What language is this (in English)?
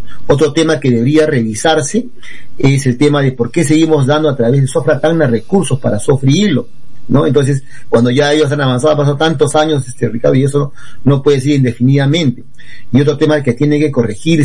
Spanish